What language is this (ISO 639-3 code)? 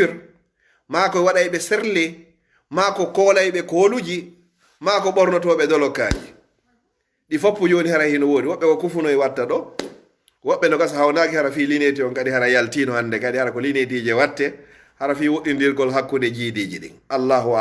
ful